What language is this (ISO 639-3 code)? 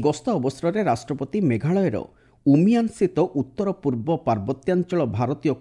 ori